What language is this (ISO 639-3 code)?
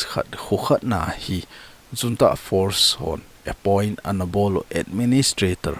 tcz